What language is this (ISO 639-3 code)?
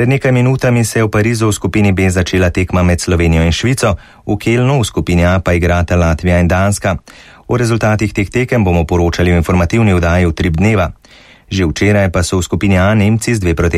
slv